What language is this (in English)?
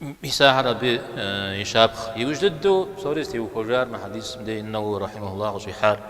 Kabardian